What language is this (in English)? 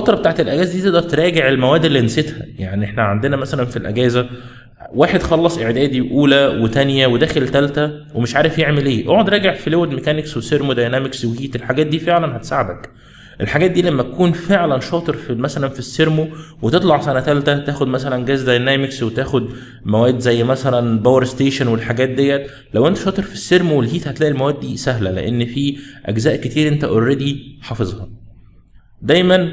Egyptian Arabic